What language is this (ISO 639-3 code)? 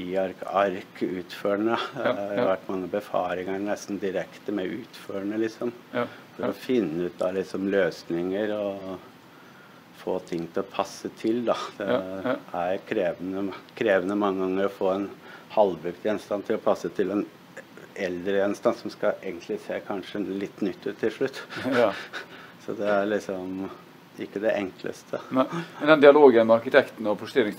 nor